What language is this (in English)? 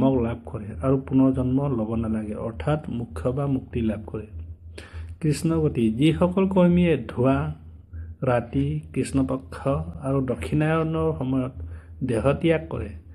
Assamese